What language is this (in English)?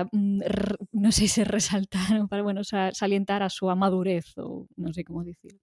Galician